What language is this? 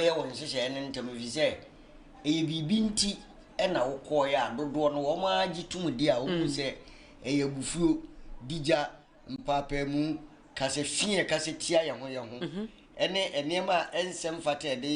Akan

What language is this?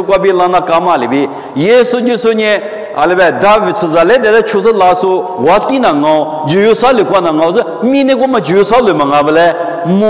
Lisu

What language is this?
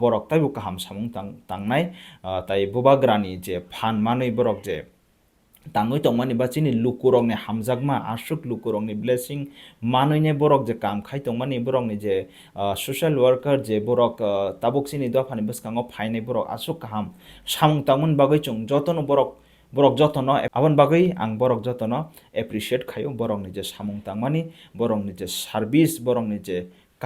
Kok Borok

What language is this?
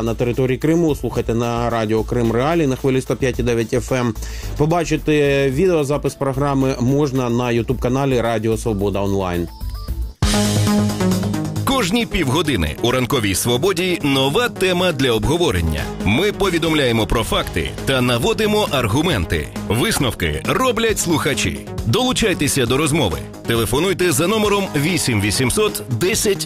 Ukrainian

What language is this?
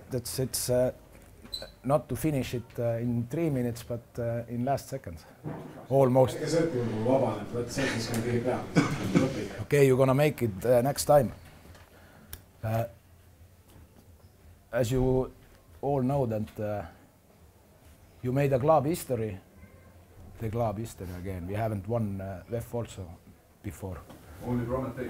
Estonian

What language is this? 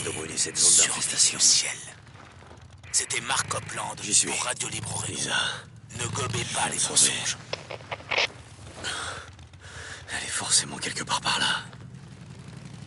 French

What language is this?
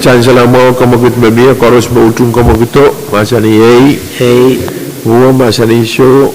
Pohnpeian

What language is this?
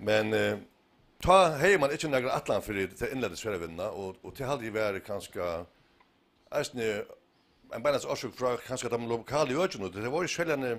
Faroese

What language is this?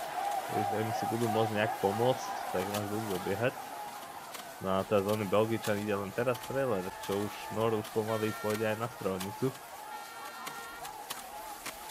Slovak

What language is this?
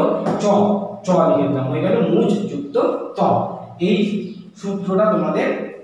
Bangla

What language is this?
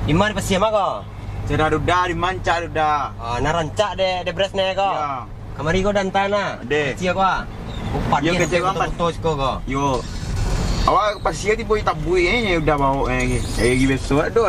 Minangkabau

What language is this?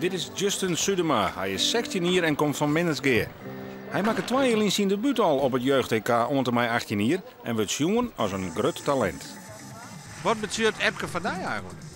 Western Frisian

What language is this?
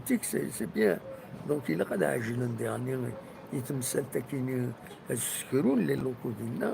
Kabyle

